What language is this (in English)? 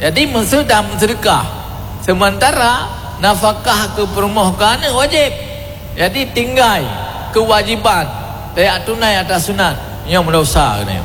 Achinese